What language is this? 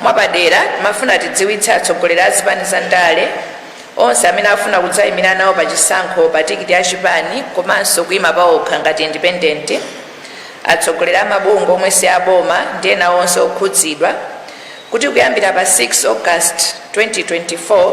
Nyanja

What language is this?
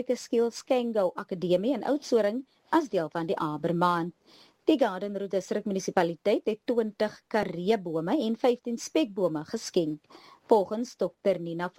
Afrikaans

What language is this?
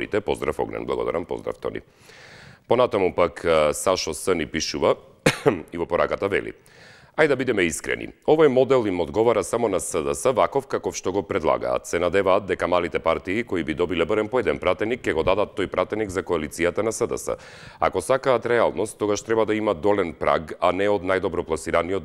Macedonian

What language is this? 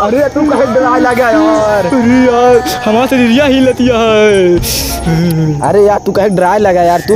Awadhi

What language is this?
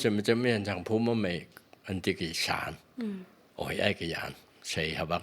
Phom Naga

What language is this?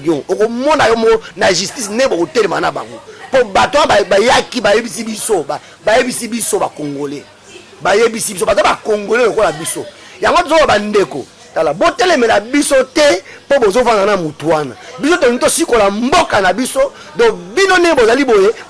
Lingala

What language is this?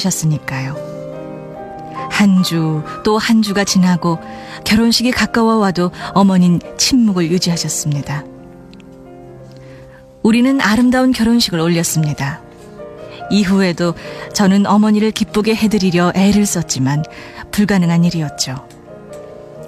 Korean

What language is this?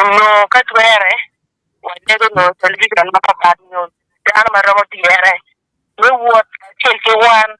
Acoli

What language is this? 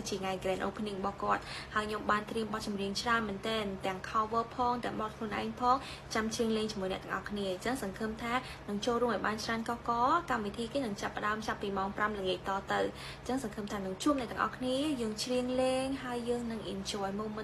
Khmer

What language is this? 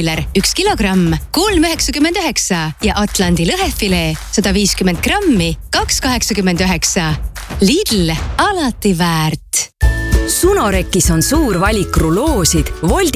Estonian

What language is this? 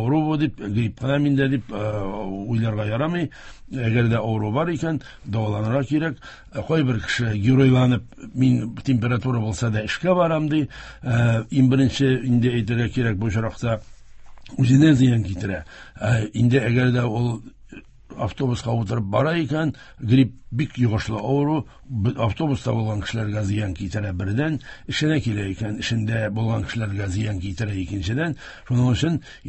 Tatar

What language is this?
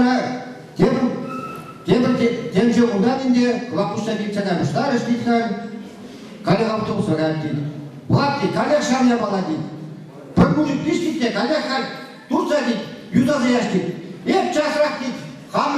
Chuvash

